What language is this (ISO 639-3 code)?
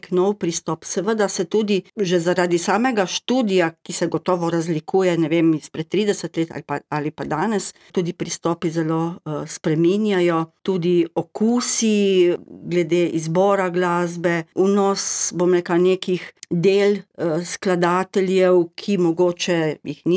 slv